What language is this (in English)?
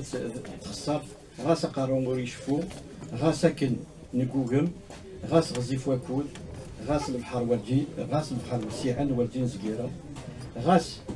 Kabyle